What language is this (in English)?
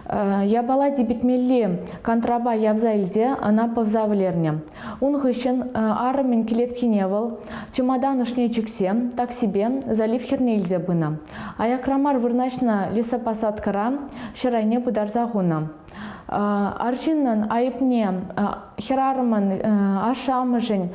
Chuvash